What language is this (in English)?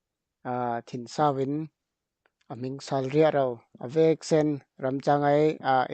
Falam Chin